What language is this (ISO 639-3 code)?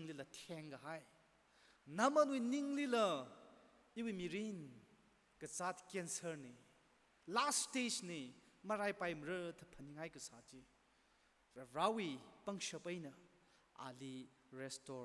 nmf